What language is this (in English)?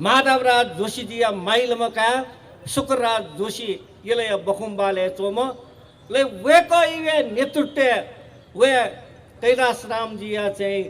Newari